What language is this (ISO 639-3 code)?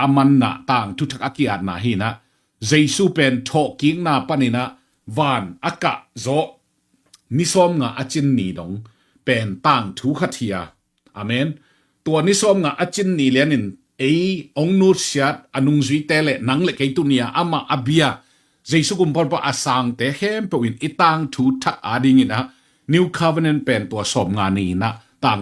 ctd